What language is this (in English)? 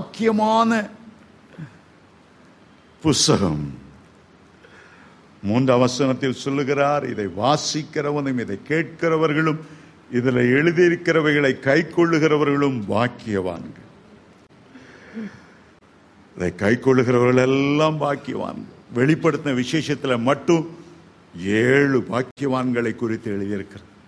Tamil